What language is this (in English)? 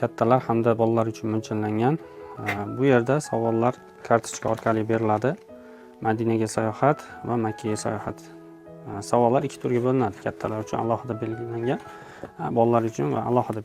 Uzbek